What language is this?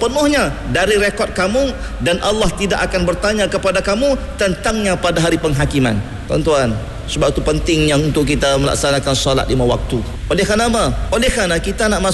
Malay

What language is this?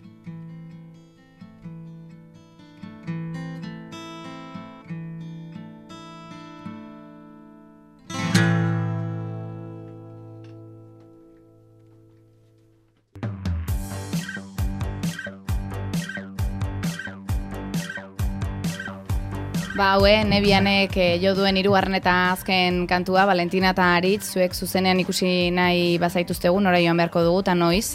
Basque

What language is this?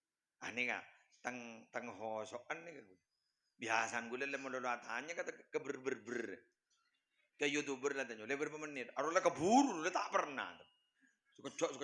Madurese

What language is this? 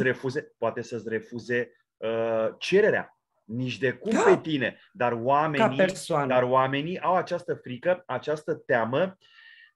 Romanian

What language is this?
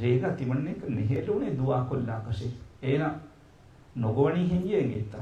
Divehi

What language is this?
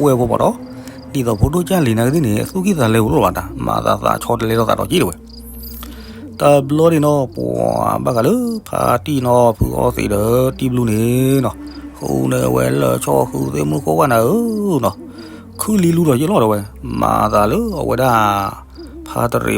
S'gaw Karen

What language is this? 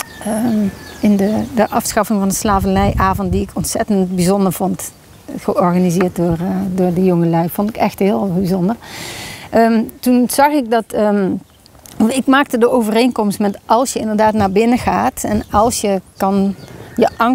Dutch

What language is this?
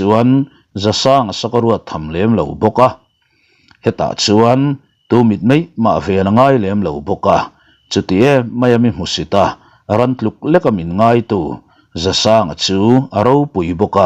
Mizo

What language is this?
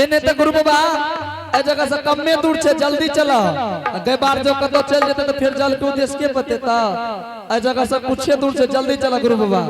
Angika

